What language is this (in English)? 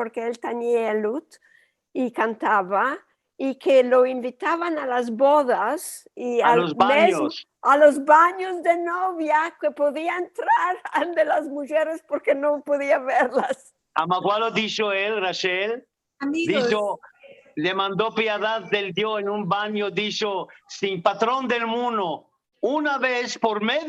Ladino